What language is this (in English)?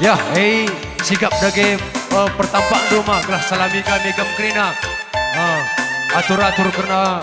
Batak Karo